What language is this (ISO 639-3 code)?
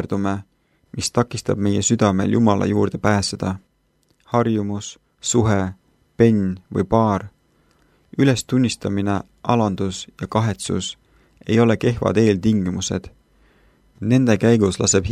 est